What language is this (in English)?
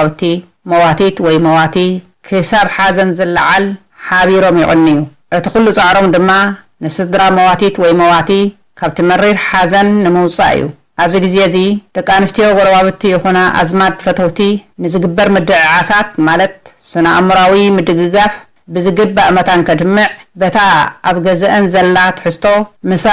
Tigrinya